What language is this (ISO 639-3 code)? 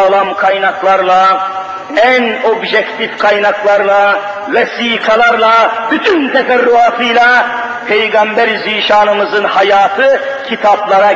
tur